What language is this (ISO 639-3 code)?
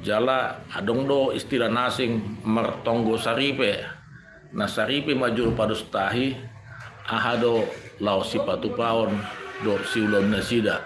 bbc